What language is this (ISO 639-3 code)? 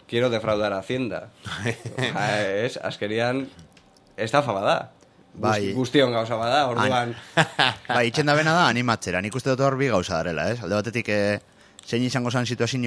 eus